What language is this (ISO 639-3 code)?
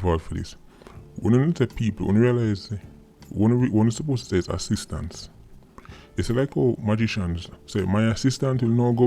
jam